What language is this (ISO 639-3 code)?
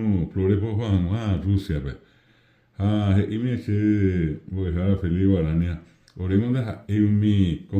grn